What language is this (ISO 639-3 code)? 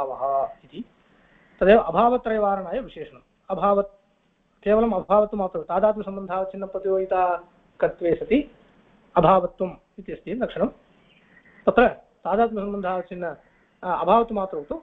san